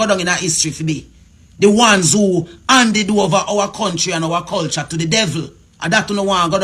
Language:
Jamaican Creole English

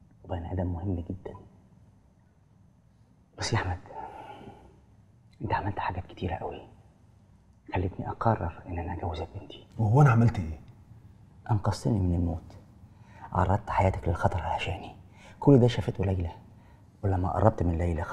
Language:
Egyptian Arabic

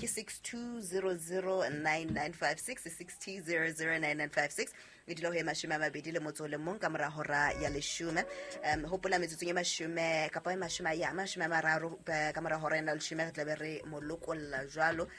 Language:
Southern Sotho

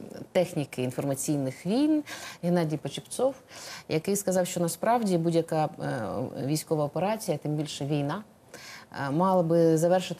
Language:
Ukrainian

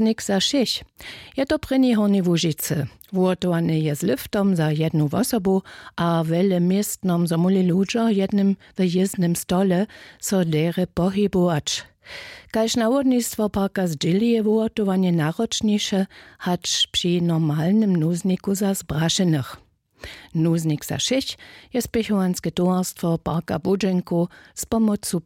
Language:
Upper Sorbian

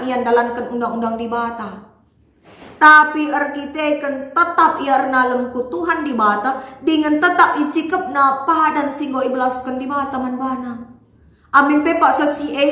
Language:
Batak Karo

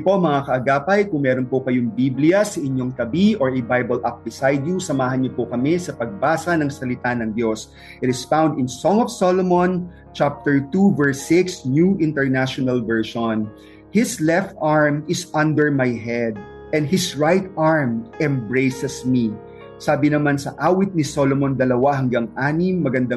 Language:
Filipino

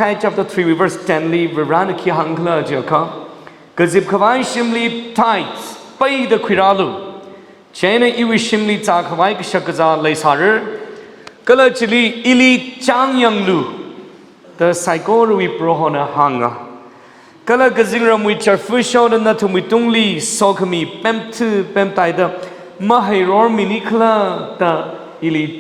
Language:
Tangkhul Naga (India)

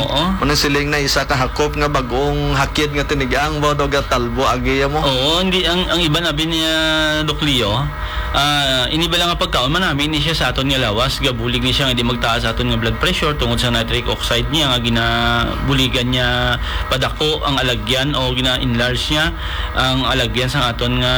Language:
Hiligaynon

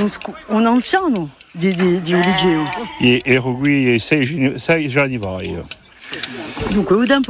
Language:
Italian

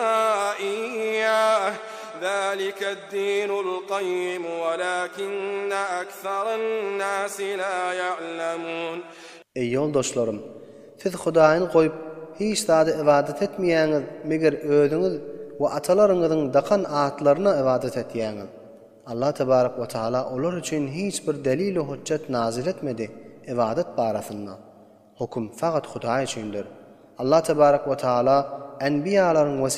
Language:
Turkmen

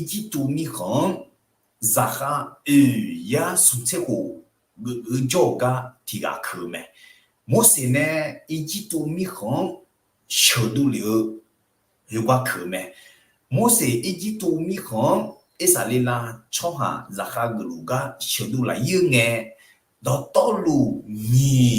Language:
Akha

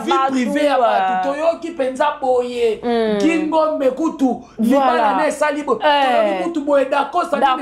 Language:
Lingala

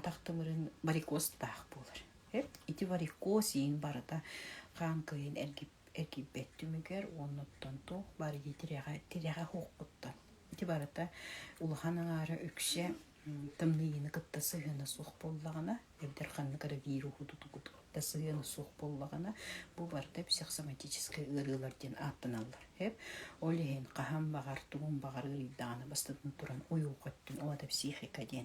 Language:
Yakut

